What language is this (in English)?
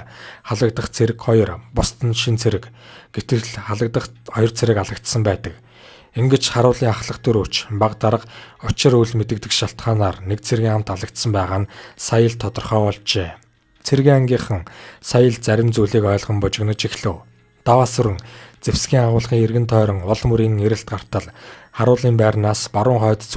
Mongolian